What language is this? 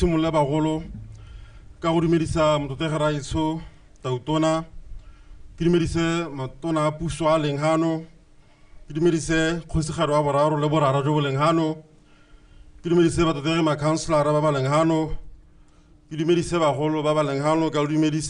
Tswana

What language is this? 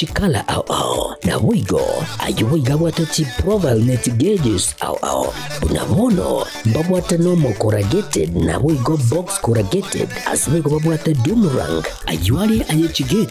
Gusii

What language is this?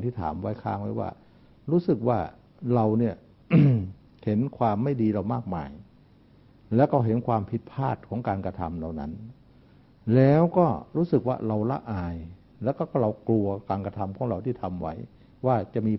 Thai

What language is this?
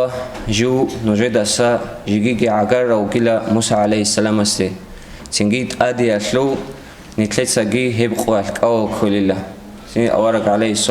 Avaric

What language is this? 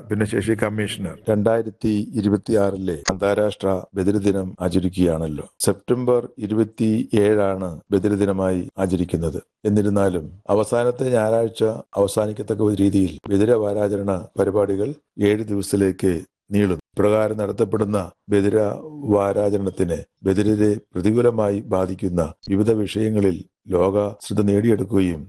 Malayalam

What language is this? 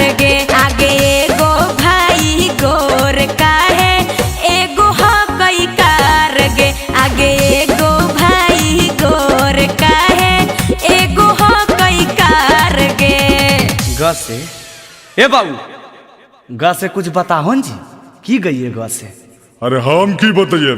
Magahi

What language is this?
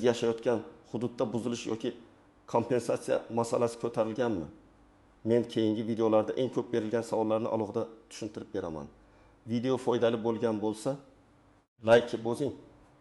Uzbek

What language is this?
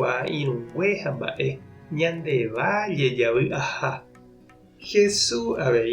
Guarani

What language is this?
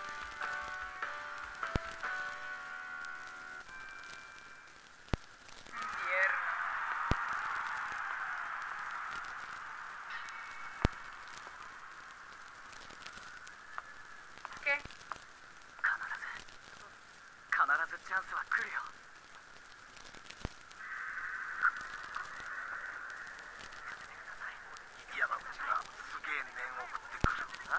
Japanese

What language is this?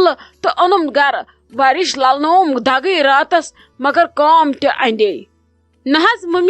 Kashmiri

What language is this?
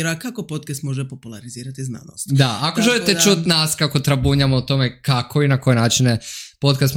Serbian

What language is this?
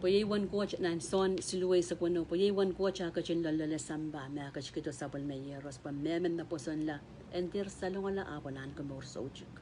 Pohnpeian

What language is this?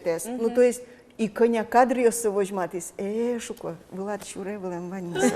Udmurt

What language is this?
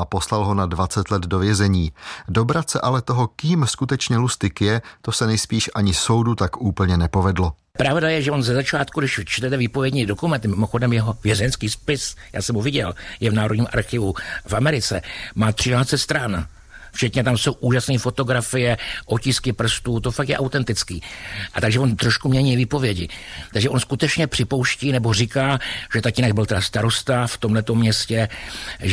Czech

